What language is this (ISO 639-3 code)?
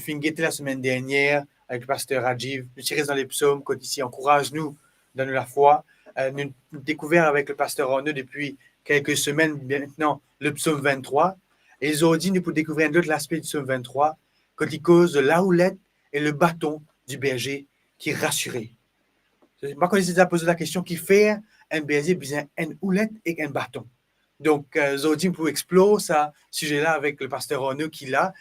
mfe